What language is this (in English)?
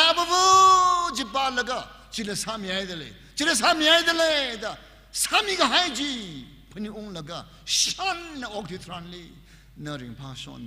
Tangkhul Naga (India)